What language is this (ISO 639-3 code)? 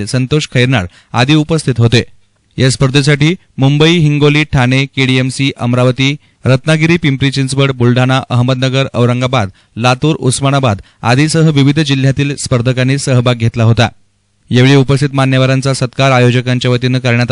mar